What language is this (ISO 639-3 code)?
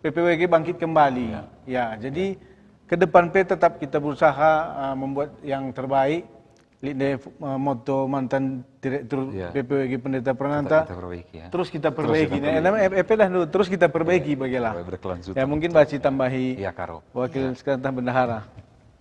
btx